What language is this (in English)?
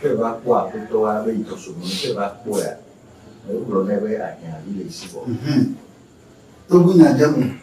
Ewe